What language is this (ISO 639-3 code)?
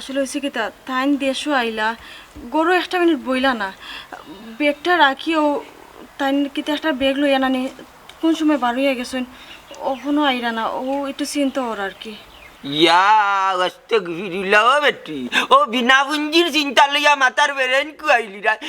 syl